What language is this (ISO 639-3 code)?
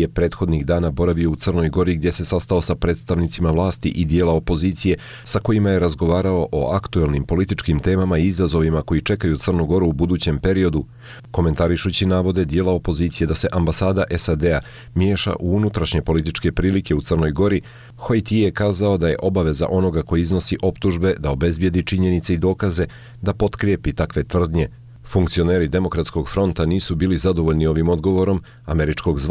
hrv